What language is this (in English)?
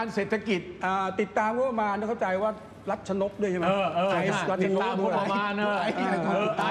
Thai